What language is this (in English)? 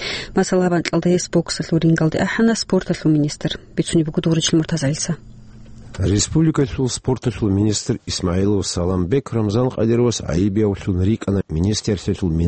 Avaric